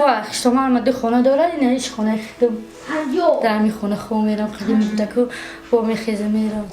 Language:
Tajik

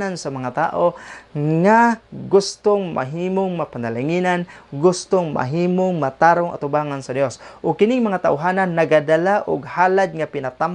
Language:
Cebuano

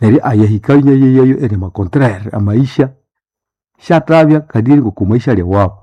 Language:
Nande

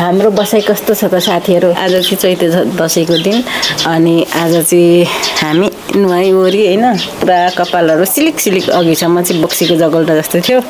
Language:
Nepali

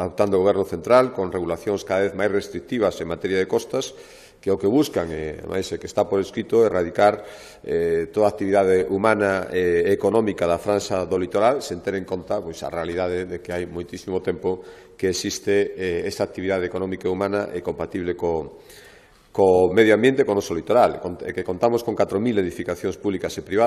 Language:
Galician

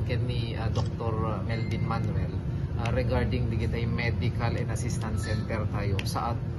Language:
Iloko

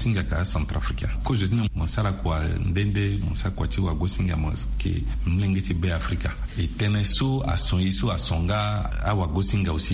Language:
Sango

